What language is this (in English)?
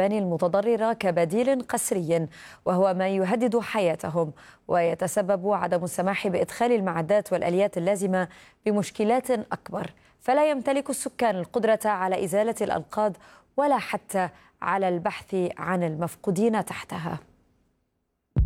Arabic